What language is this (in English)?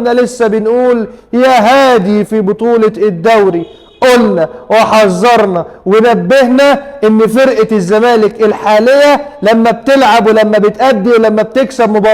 Egyptian Arabic